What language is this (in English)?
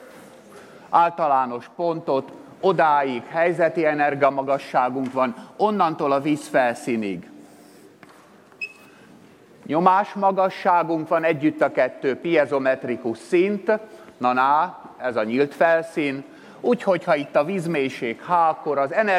Hungarian